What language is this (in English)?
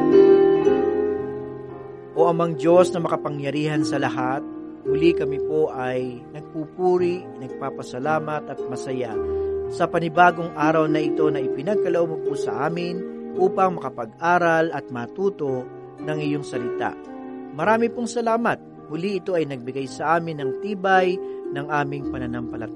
Filipino